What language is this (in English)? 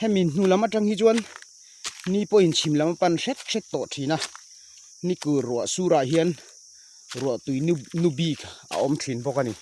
Mizo